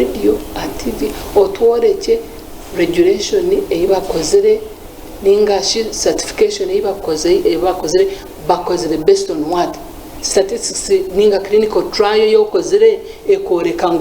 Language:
Nyankole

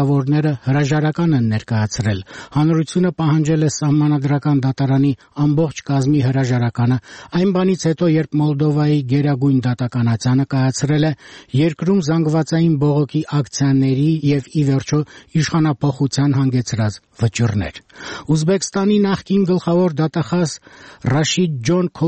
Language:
Armenian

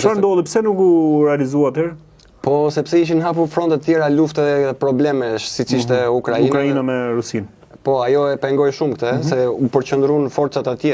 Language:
Albanian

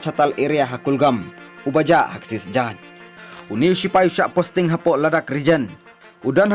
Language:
Khasi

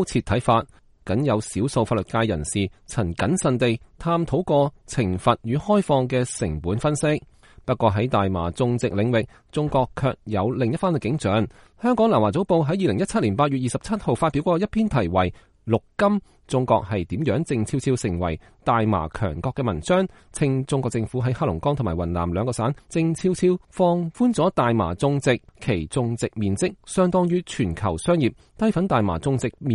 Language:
Cantonese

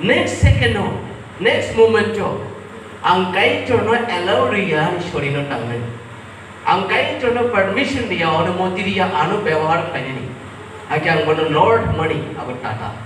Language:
Kok Borok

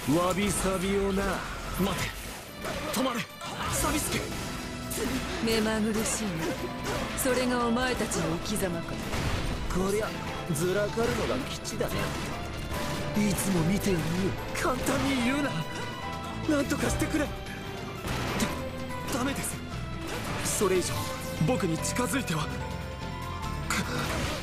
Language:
Japanese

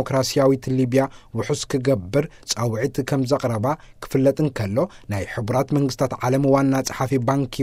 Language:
Tigrinya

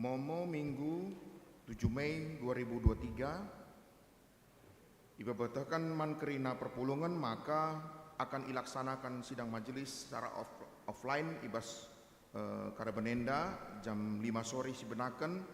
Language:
Batak Karo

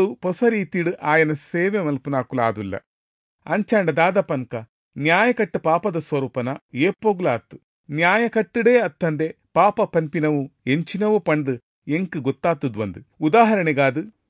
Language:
Tulu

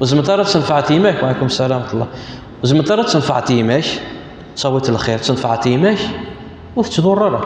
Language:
Kabyle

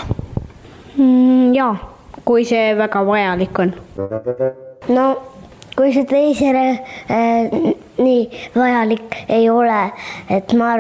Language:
Estonian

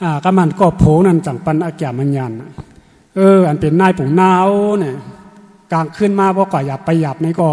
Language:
Shan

